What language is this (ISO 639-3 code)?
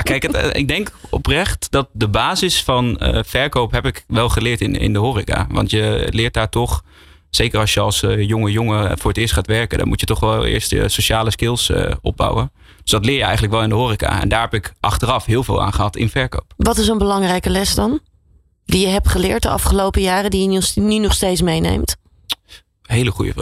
nld